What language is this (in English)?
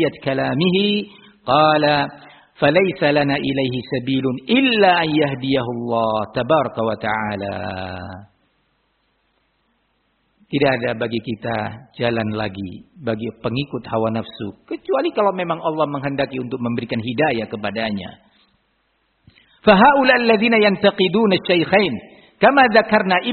Indonesian